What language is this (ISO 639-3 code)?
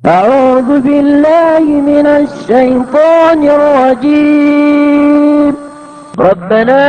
mrw